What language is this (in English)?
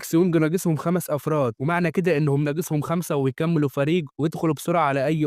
Egyptian Arabic